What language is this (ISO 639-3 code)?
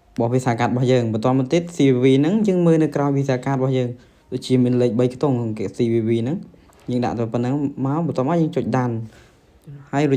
khm